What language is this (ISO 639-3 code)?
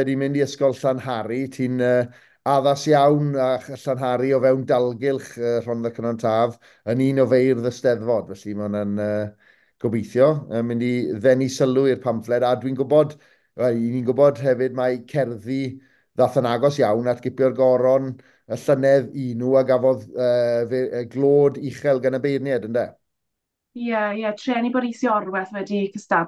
cym